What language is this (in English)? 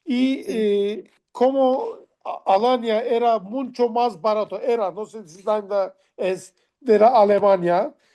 Ladino